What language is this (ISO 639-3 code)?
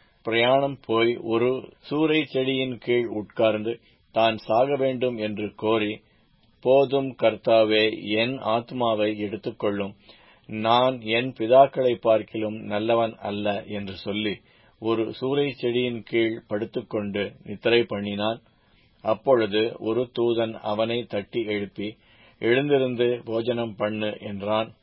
tam